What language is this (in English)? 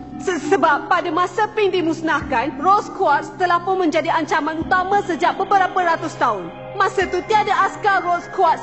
Malay